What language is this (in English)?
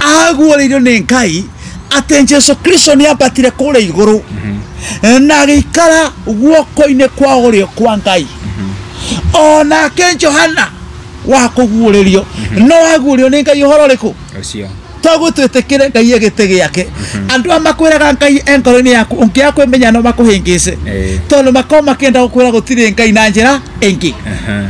Kikuyu